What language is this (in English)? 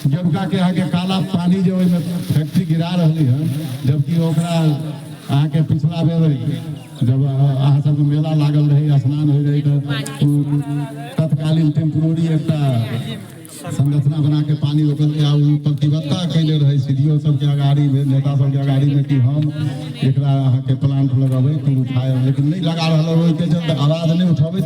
Maithili